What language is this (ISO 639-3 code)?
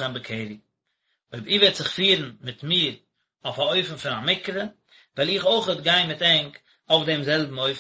yid